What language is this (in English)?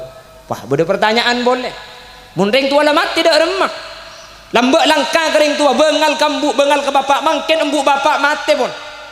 Madurese